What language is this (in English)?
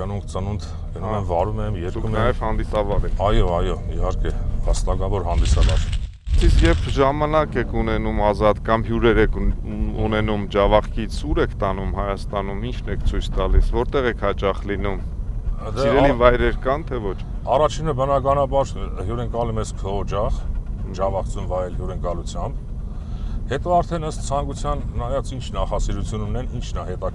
Armenian